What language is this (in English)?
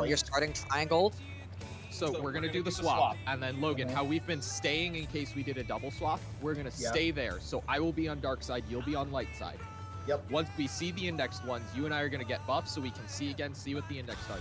English